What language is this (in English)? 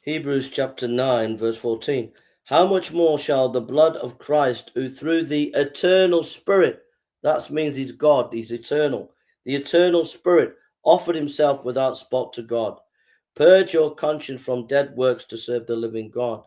English